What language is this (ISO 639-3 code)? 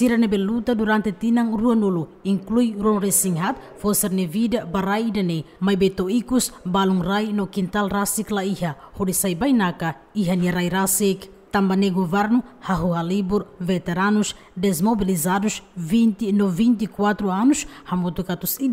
tet